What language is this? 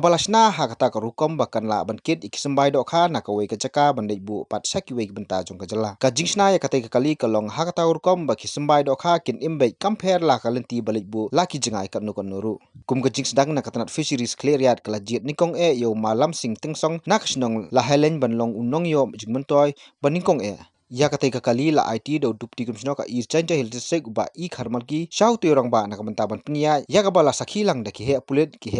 Khasi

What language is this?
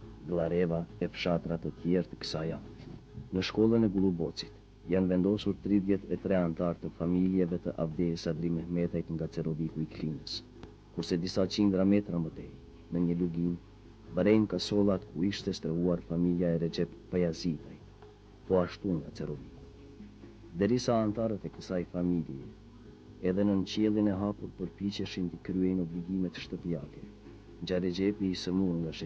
Albanian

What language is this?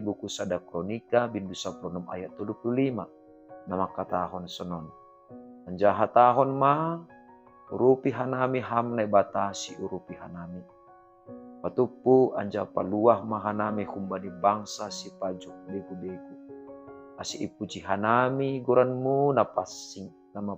Batak Simalungun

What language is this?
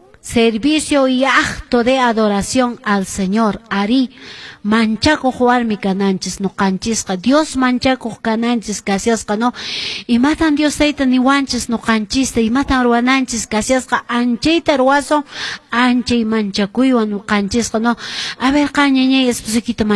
Quechua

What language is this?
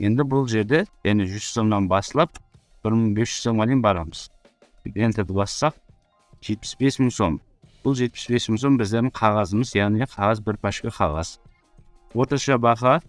Kara-Kalpak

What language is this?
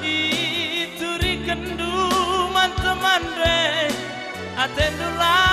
Batak Karo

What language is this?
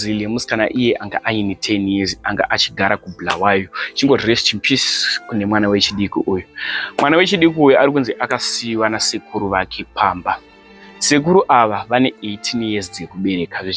Shona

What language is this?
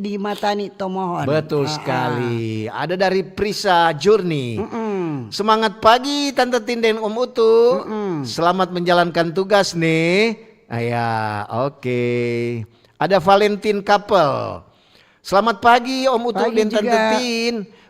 Manado Malay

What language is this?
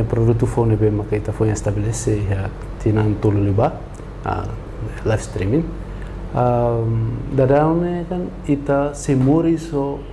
Tetum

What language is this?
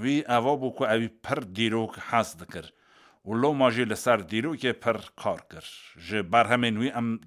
Kurdish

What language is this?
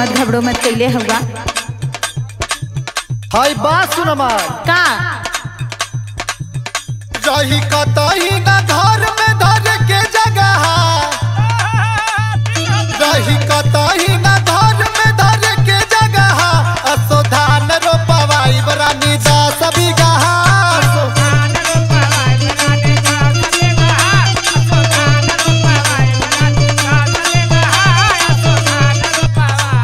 Bhojpuri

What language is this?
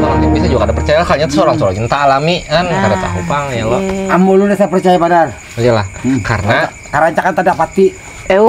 Banjar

